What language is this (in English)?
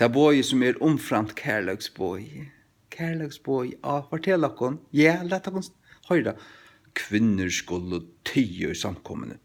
Faroese